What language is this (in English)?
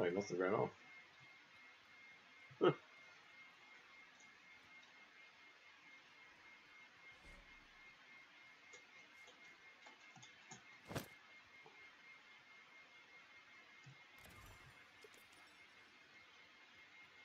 English